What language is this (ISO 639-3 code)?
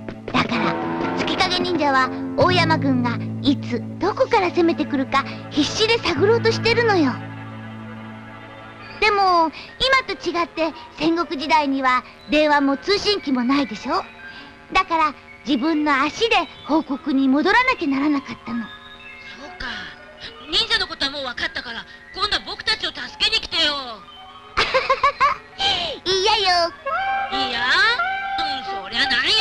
jpn